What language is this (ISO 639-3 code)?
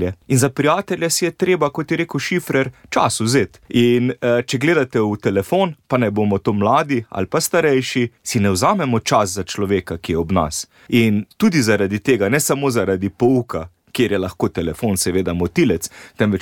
slv